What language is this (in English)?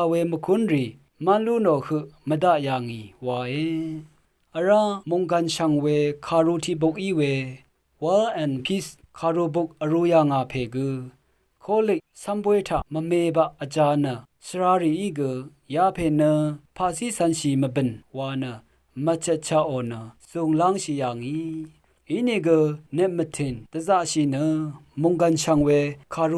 Rawang